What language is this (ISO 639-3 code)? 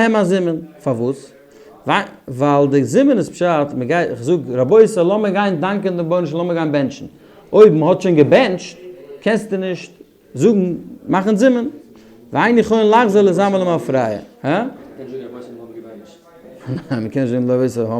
yid